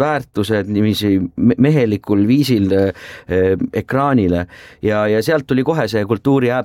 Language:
Estonian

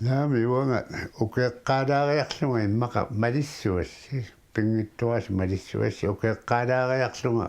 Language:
Kalaallisut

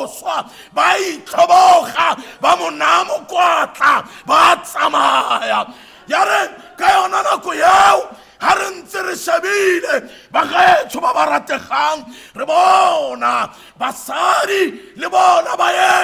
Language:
Tswana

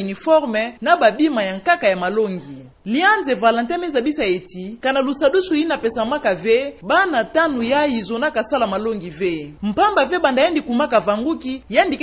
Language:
Kituba (Democratic Republic of Congo)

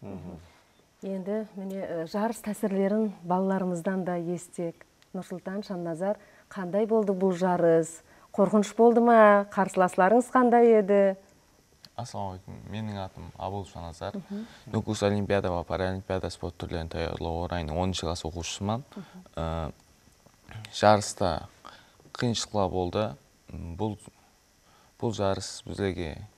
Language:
Kara-Kalpak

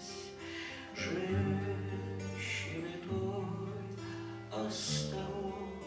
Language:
Russian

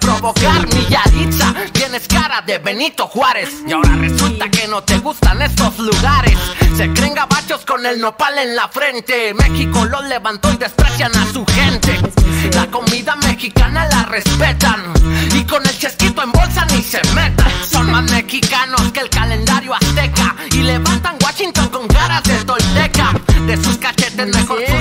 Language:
Spanish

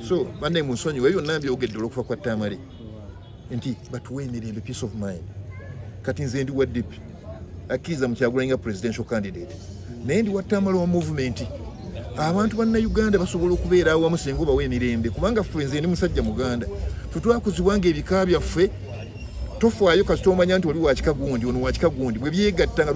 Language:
Ganda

